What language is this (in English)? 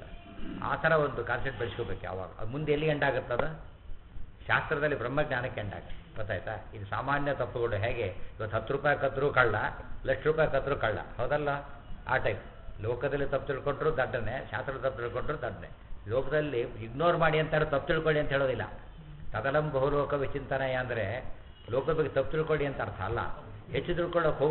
Kannada